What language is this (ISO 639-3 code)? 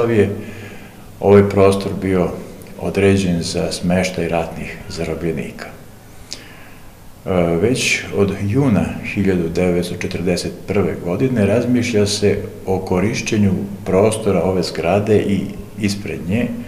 srp